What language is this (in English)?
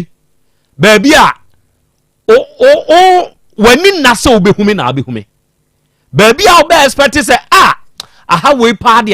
Akan